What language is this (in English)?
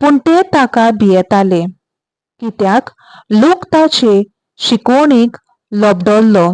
Konkani